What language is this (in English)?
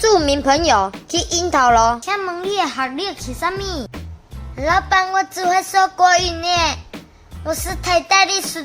Min Nan Chinese